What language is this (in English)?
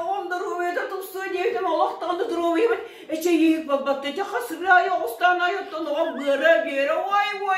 Yakut